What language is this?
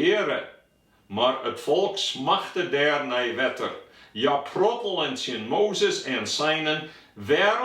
Western Frisian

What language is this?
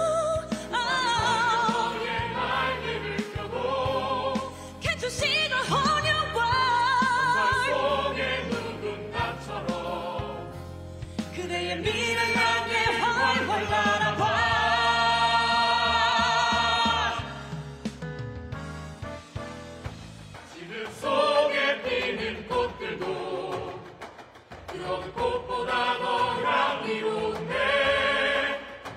Korean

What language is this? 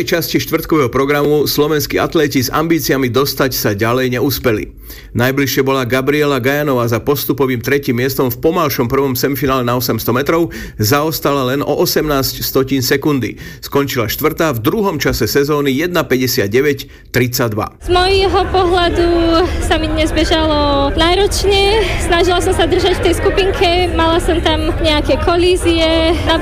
Slovak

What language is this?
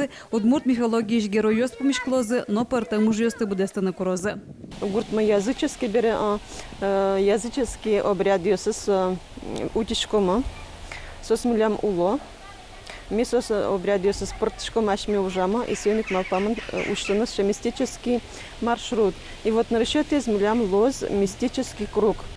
Udmurt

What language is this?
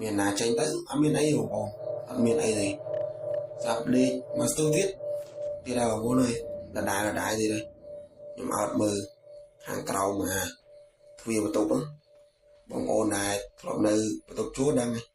Khmer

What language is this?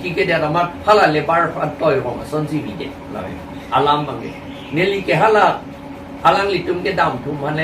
Karbi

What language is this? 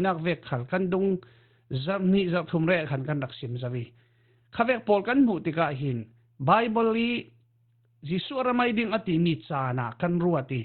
Falam Chin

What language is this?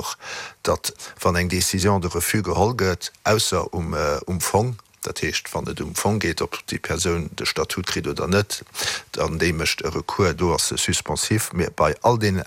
Luxembourgish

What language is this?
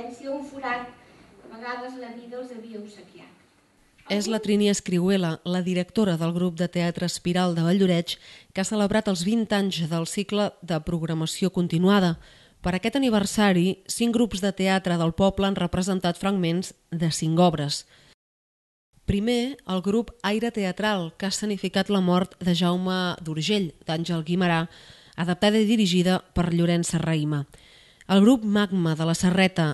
Catalan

